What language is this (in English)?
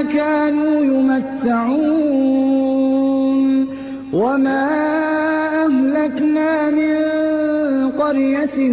Arabic